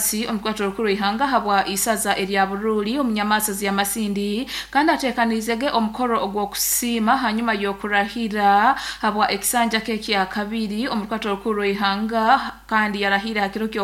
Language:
Nyoro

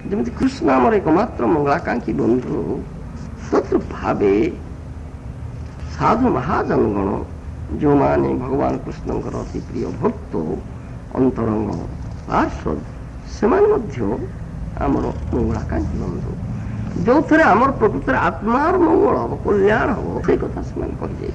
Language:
Odia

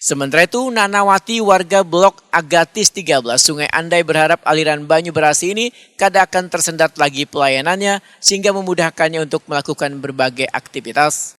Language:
Banjar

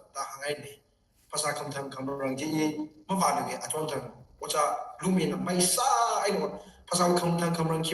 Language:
Tangkhul Naga (India)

